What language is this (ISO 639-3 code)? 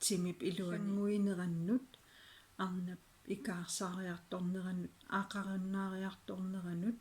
kal